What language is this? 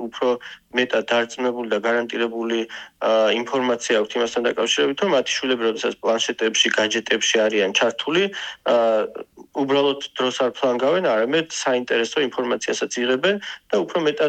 Georgian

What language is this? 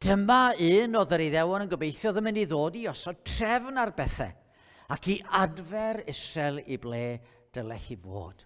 Welsh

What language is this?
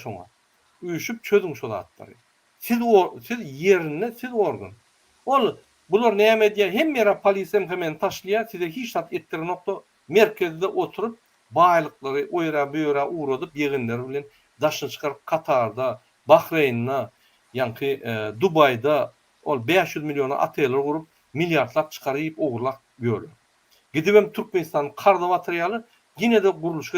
Turkmen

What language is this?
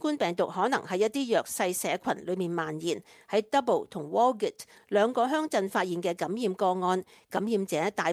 Cantonese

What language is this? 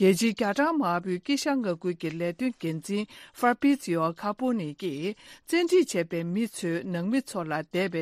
Tibetan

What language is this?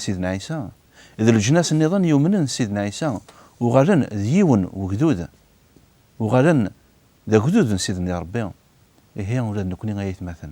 Kabyle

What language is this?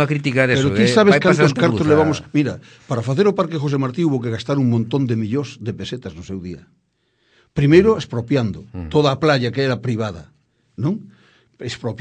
Galician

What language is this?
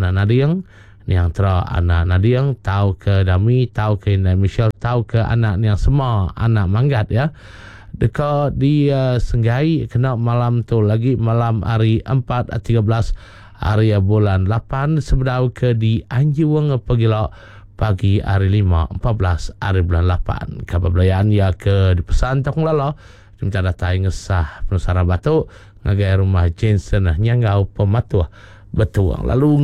Iban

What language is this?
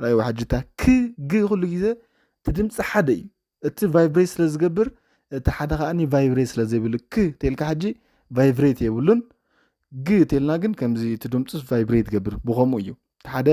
Tigrinya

